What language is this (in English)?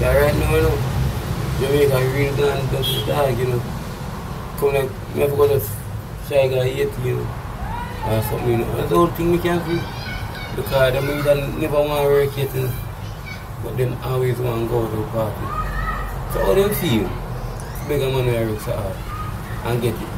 Jamaican Creole English